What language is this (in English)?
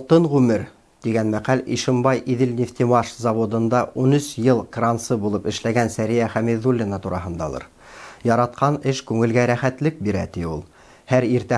Bashkir